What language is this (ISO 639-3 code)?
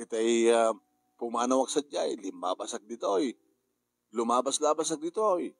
ilo